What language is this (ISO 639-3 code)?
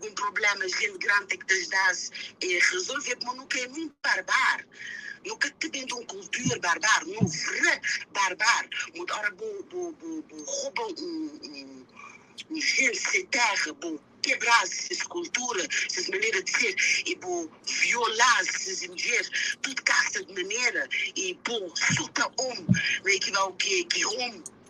kea